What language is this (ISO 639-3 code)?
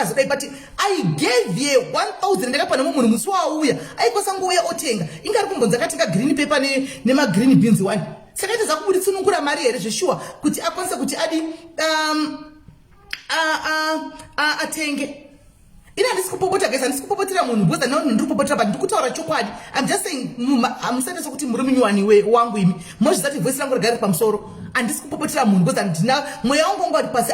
sna